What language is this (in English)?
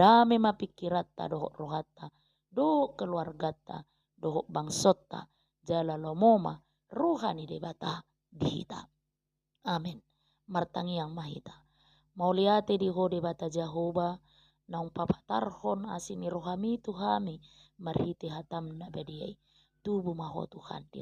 Batak Toba